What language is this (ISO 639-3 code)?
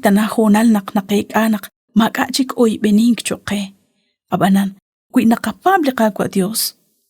kek